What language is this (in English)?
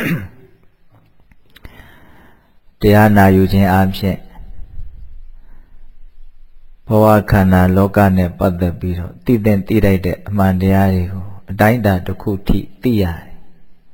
Burmese